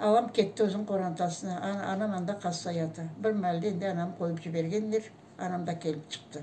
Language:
Crimean Tatar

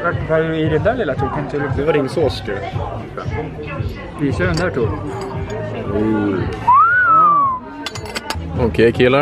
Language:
Swedish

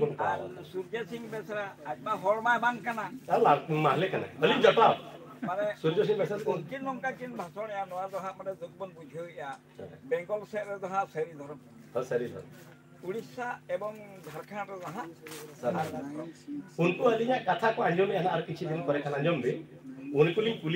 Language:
Santali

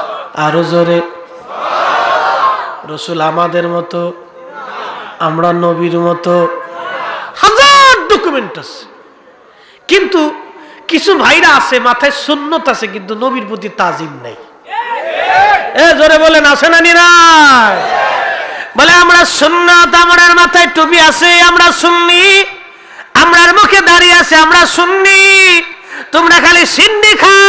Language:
Bangla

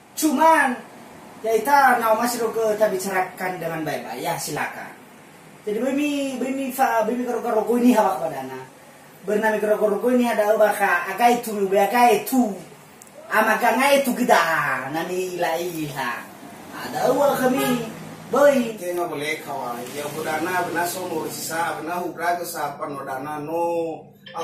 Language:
Nias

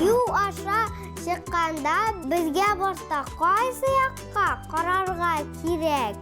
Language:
Tatar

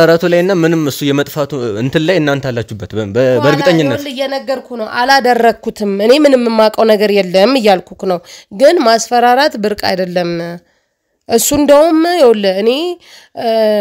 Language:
Amharic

